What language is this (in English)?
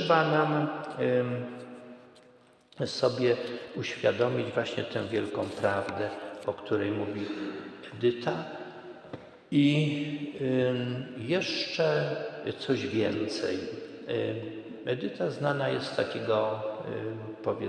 Polish